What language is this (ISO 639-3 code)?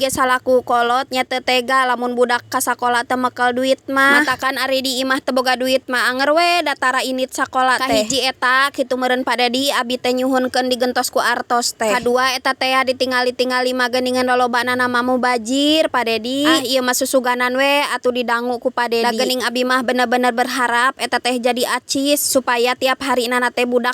sun